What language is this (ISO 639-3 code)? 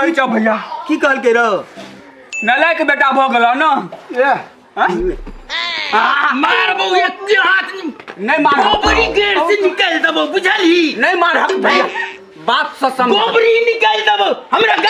mai